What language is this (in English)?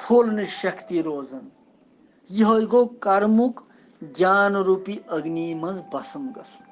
Kashmiri